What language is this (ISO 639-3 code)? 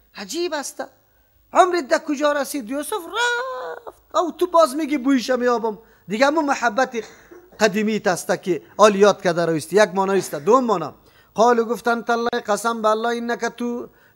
fas